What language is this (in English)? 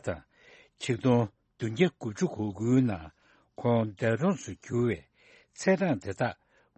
Tibetan